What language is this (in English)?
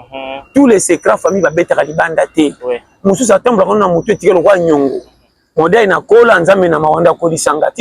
Lingala